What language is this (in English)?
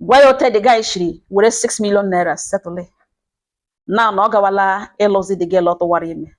Igbo